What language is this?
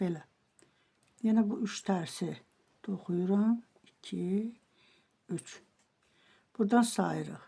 Azerbaijani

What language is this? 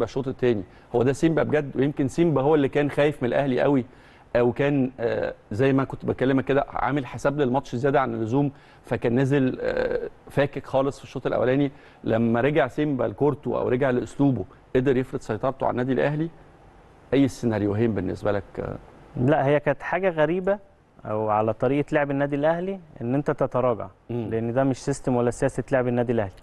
Egyptian Arabic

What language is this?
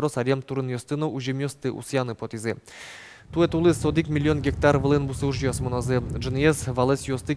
Udmurt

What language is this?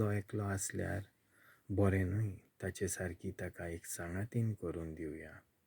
Konkani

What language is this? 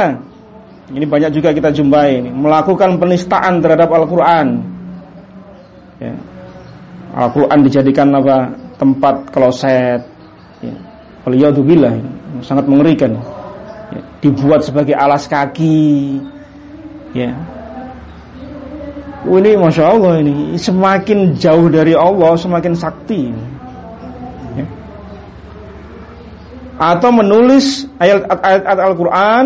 Indonesian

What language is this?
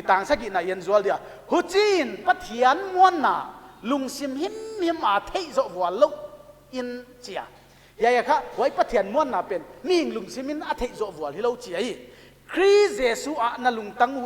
Paite Chin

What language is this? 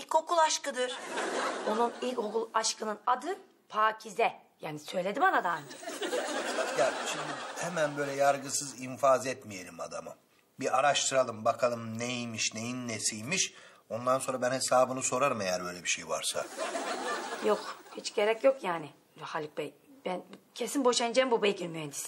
Turkish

